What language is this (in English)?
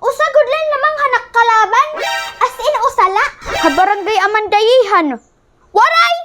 Waray